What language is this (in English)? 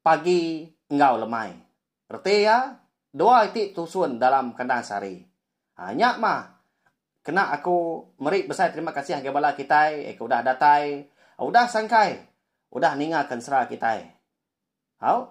Iban